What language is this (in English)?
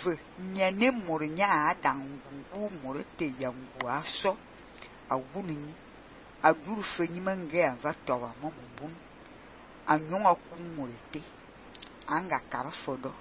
Fang